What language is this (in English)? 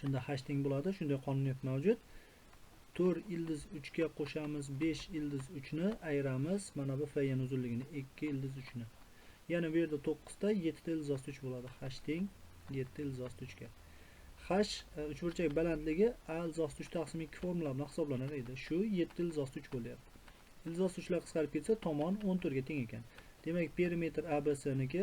Uzbek